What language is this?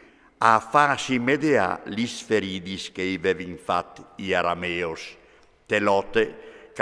Friulian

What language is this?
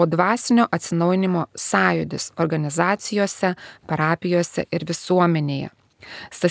Lithuanian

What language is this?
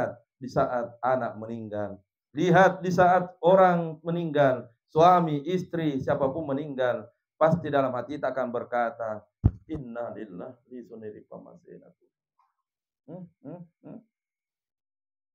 Indonesian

